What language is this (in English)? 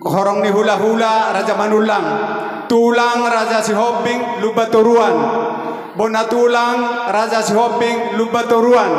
Batak Toba